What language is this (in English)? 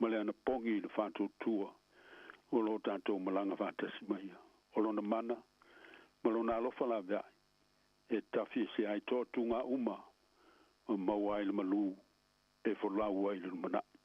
Samoan